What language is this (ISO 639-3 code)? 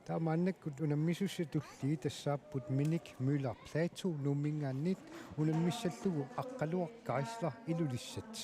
kal